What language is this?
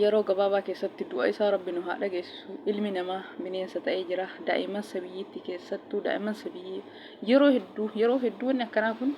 Oromo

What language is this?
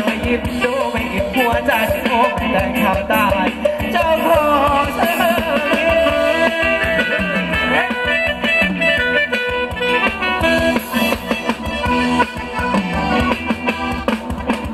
Thai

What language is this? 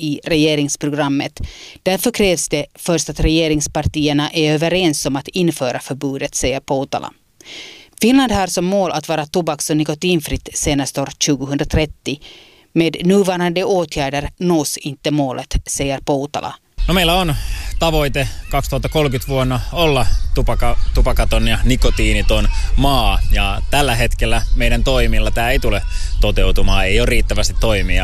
Swedish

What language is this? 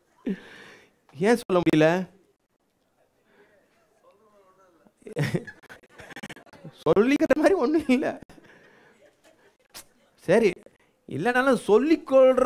Tamil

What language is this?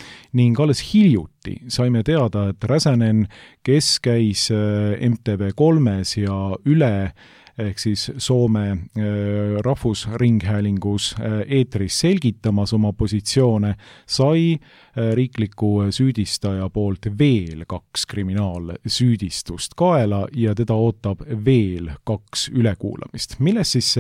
Estonian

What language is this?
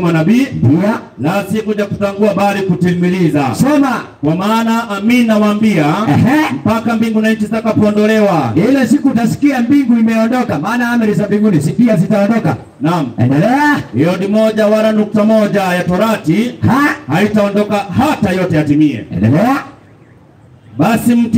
Swahili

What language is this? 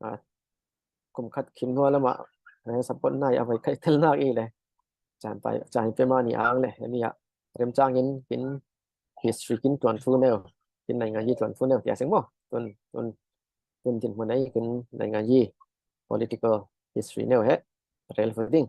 Falam Chin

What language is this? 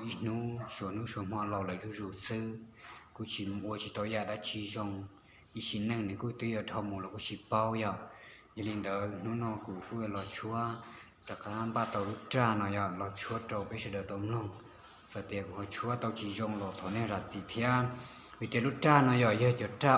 Hmong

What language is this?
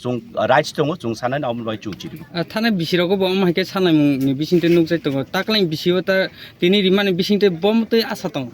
Kok Borok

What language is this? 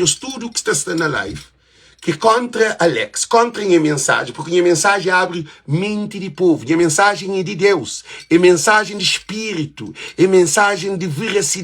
Kabuverdianu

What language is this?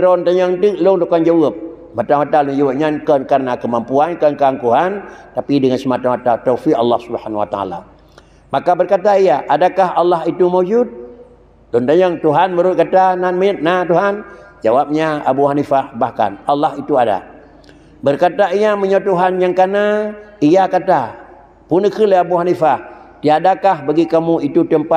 Achinese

